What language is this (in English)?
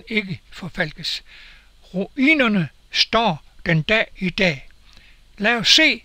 Danish